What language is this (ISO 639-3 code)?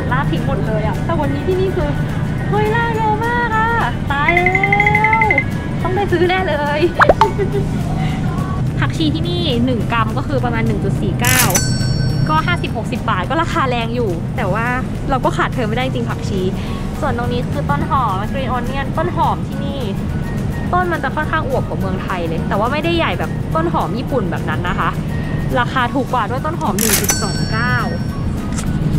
tha